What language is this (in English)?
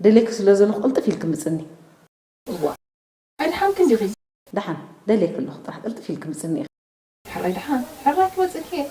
Tigrinya